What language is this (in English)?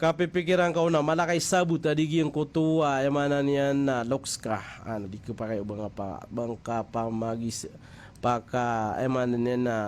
Maranao